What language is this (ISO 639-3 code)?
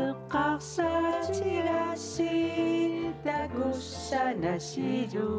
kal